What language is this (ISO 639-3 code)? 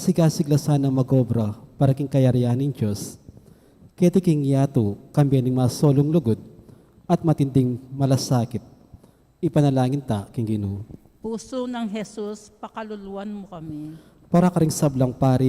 pam